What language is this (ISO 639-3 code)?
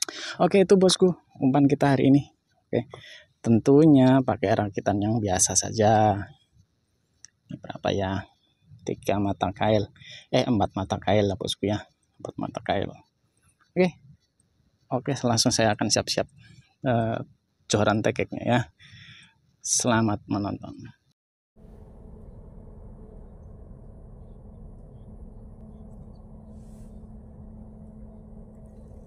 ind